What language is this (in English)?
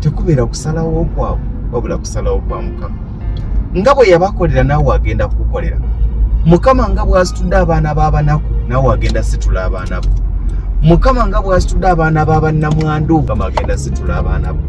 Ganda